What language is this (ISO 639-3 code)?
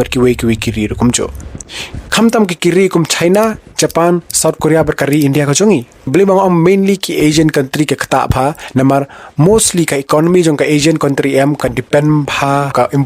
kha